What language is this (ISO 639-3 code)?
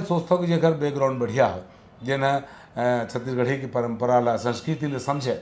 hne